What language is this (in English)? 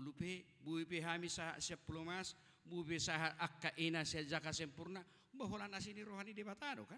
Batak Toba